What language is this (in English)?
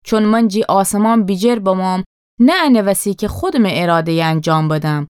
Gilaki